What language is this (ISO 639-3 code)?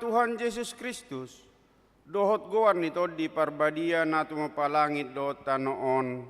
bbc